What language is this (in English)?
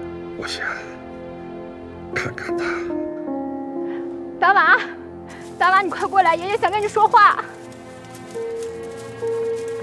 Chinese